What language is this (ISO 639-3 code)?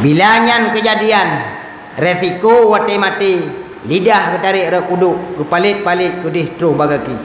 ace